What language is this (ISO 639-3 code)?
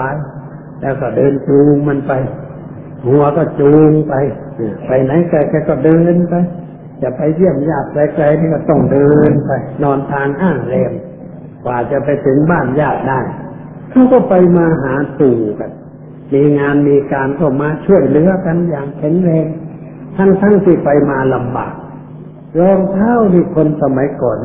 tha